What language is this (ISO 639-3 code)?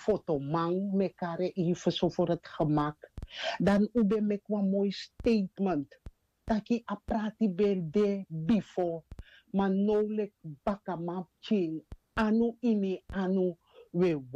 srn